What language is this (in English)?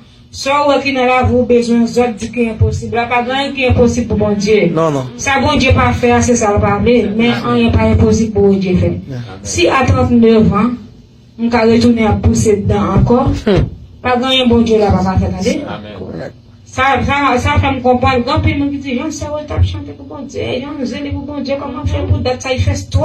Haitian Creole